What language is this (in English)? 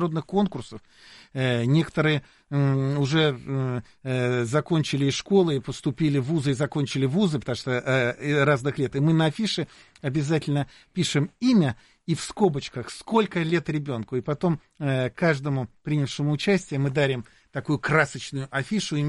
Russian